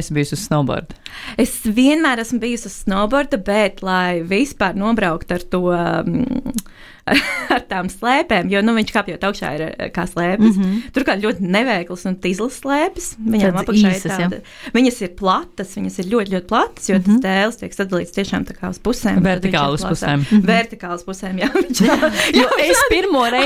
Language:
Latvian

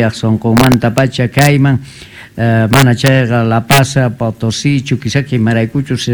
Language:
South Bolivian Quechua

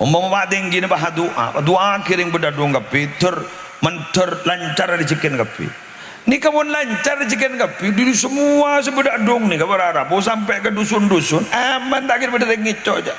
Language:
Madurese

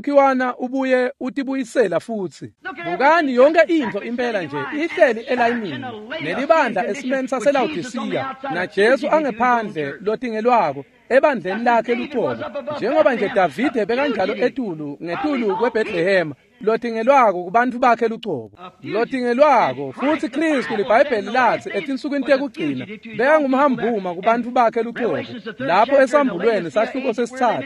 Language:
Swati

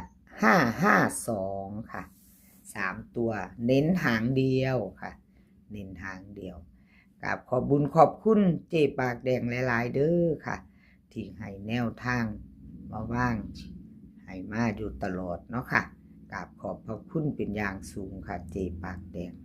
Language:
Northeastern Thai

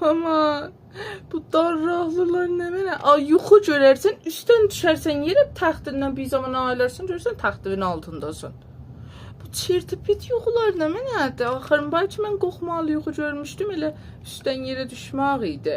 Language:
South Azerbaijani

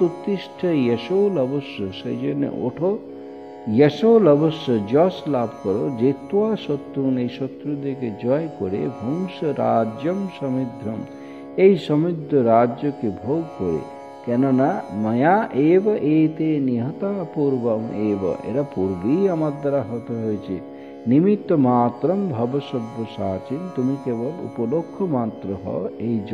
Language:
Bangla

